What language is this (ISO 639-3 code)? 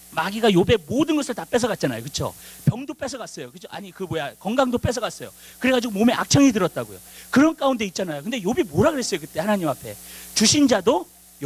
kor